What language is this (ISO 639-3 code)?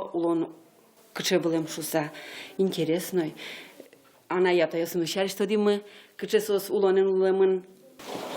udm